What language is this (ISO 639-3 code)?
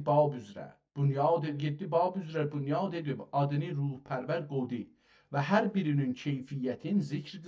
azb